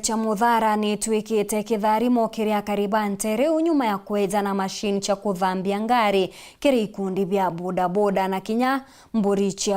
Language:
Meru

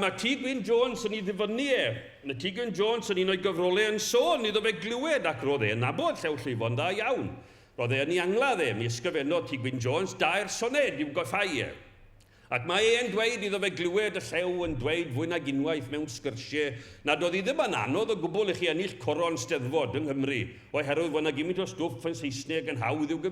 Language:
Welsh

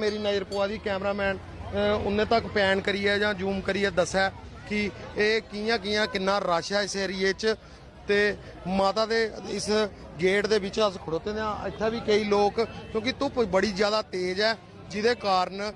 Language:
Dogri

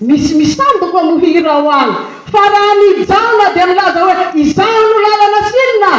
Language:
Malagasy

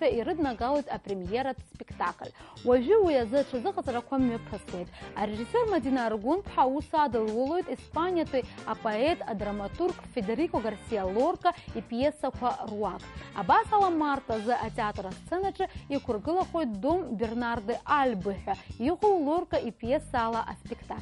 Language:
Abkhazian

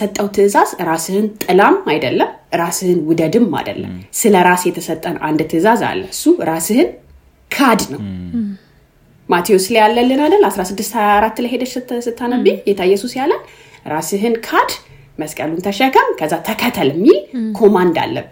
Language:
Amharic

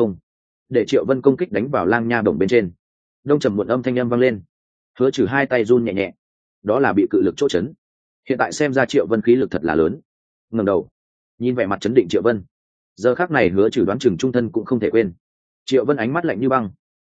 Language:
Vietnamese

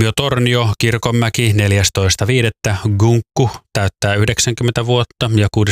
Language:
Finnish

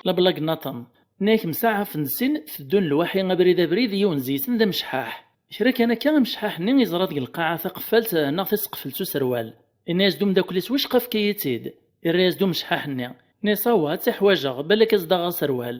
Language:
Kabyle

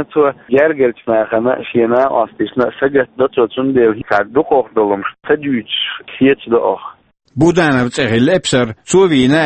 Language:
Chechen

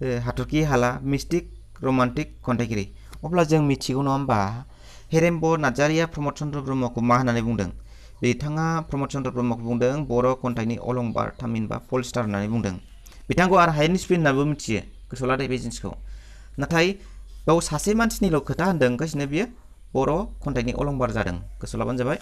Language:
Bodo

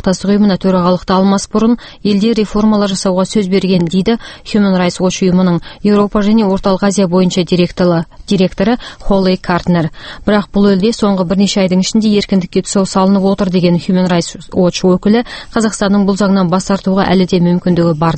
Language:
Kazakh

